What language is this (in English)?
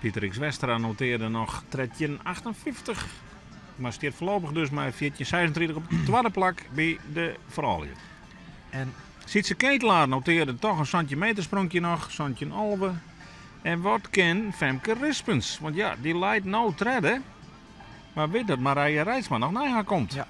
Western Frisian